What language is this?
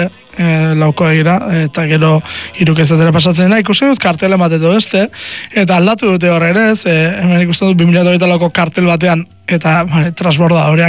Basque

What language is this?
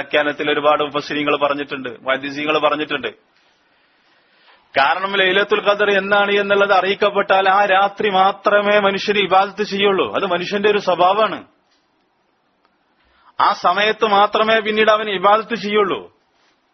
Malayalam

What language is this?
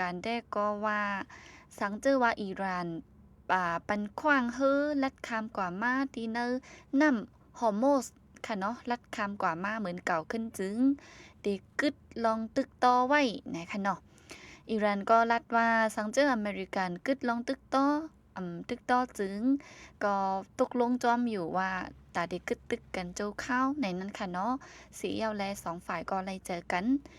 Shan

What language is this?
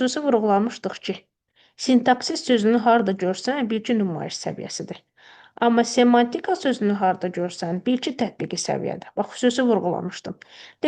Azerbaijani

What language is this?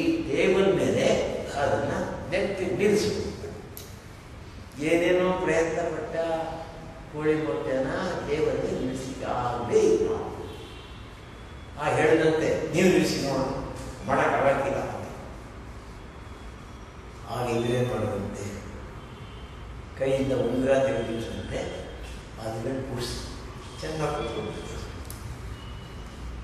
Kannada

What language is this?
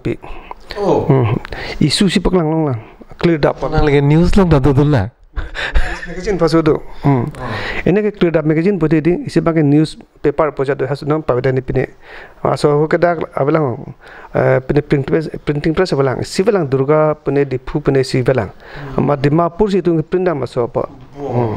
Karbi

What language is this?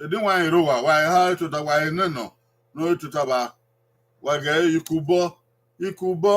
Bini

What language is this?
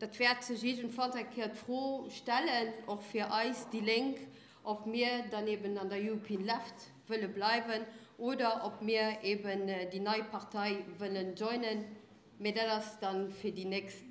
Luxembourgish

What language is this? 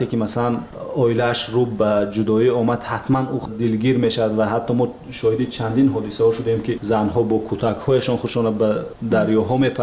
Tajik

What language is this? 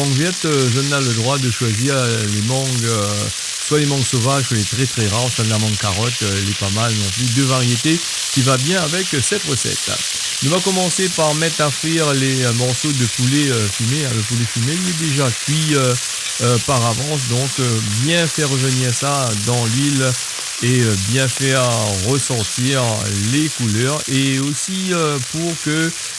Réunion Creole French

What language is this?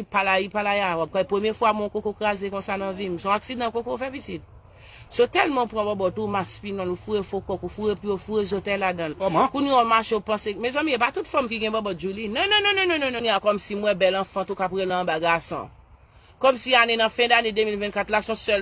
Haitian Creole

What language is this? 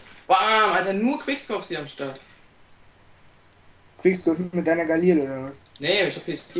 German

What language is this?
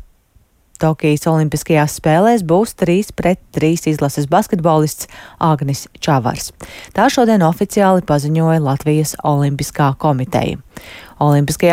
Latvian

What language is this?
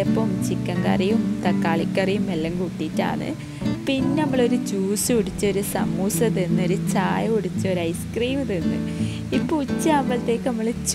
Malayalam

